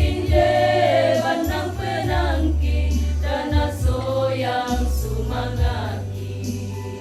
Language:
Toraja-Sa'dan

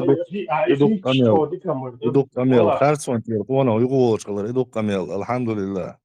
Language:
Chechen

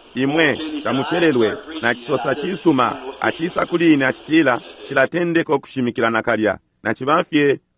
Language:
Bemba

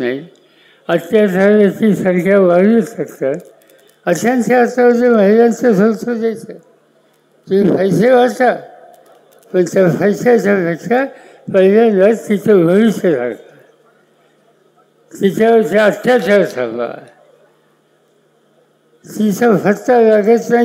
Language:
Marathi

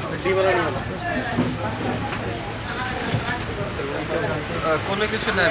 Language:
Bangla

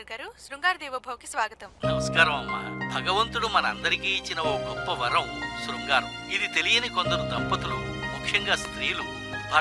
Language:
Telugu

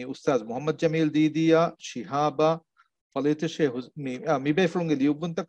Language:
Divehi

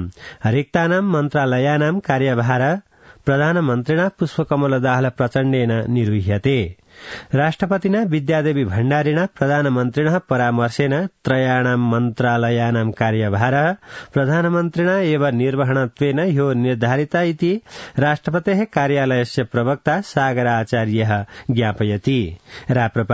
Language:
Sanskrit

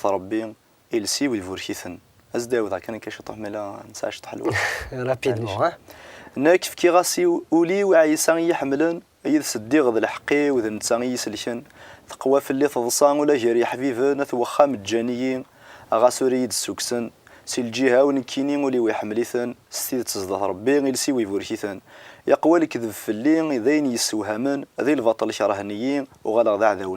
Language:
Kabyle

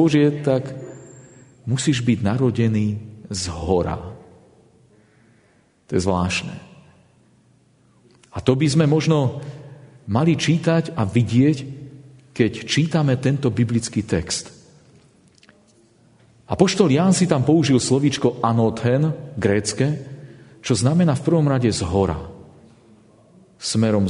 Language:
Slovak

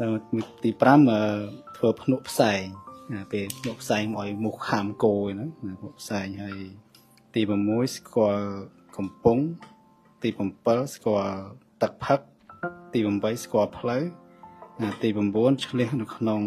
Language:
Khmer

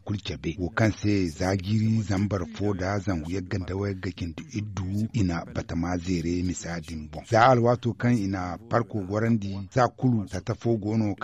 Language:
Zarma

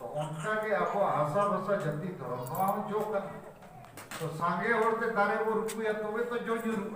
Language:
Santali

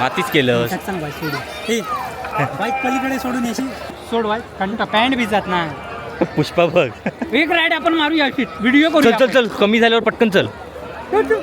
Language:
Konkani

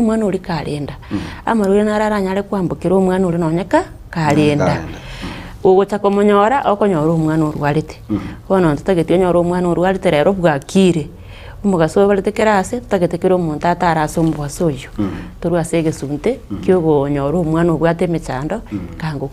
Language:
Gusii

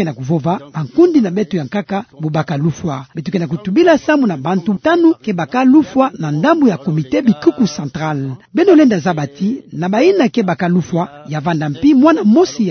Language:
Kituba (Democratic Republic of Congo)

